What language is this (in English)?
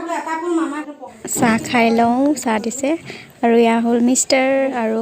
Assamese